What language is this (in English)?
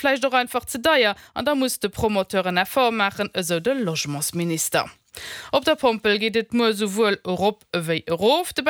Luxembourgish